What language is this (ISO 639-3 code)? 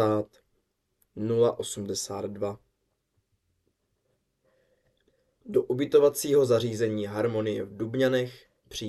ces